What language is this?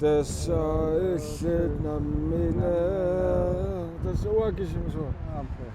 Kalaallisut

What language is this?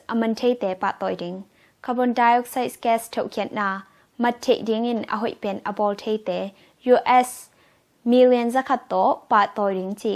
Tedim Chin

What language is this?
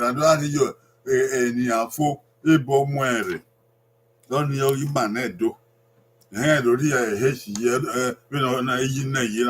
Bini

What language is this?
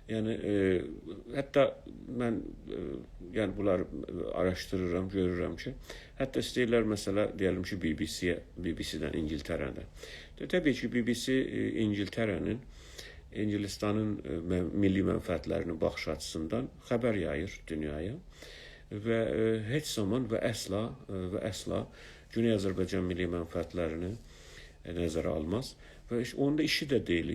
South Azerbaijani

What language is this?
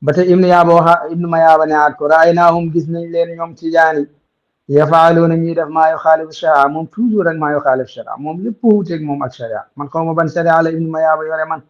Wolof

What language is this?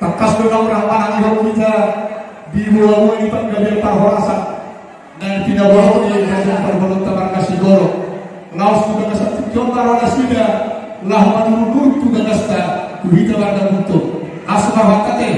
Batak Toba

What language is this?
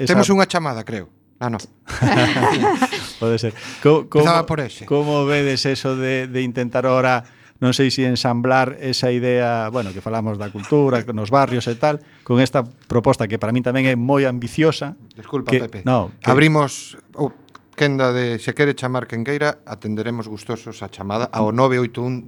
Galician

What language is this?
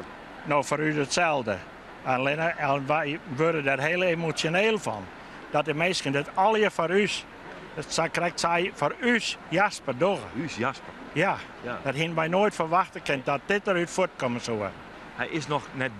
Western Frisian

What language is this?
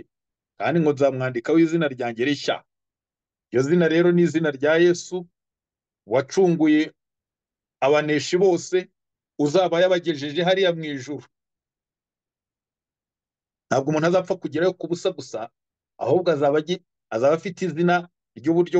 Kinyarwanda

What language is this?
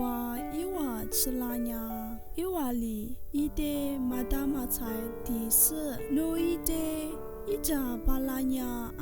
Lisu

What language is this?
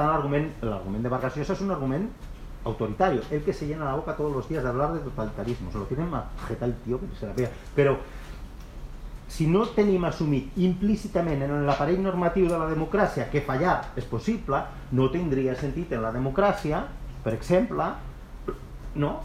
Catalan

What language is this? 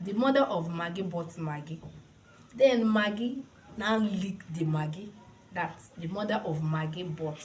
Igbo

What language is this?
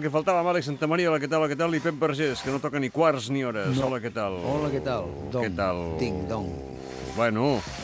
Catalan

